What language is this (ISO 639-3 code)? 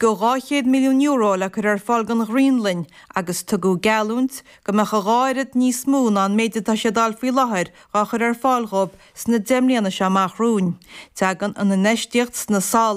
gle